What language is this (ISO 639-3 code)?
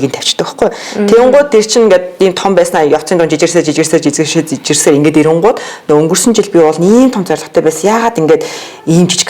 mon